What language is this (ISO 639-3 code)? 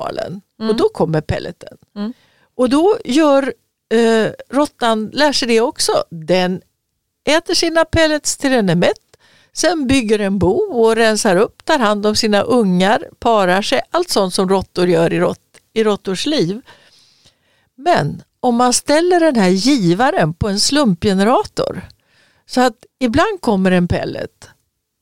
swe